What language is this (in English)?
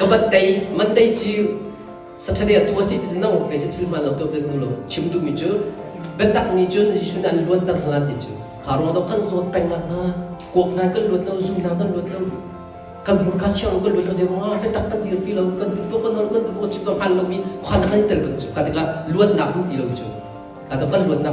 Hakha Chin